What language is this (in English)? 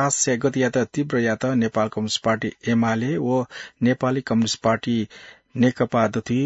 Newari